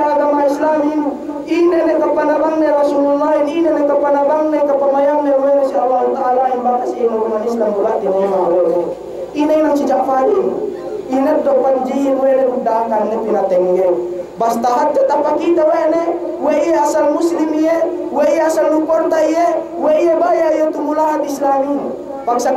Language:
Yakan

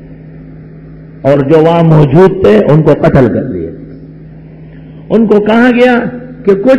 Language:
Urdu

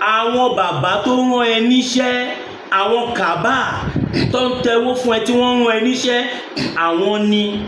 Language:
Yoruba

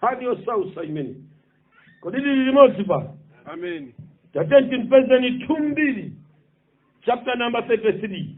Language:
Nyanja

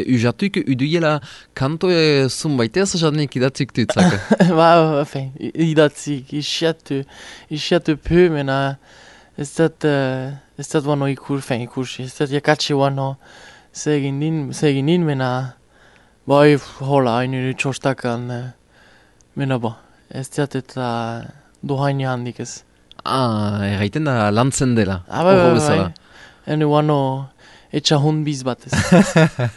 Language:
Basque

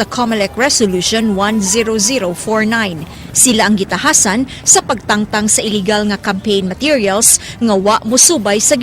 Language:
Cebuano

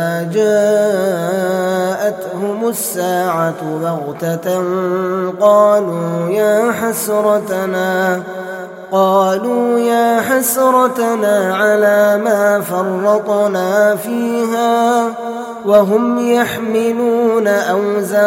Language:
Arabic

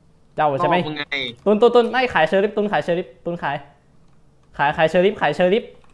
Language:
Thai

